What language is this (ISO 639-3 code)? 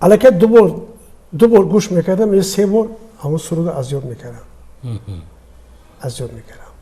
tgk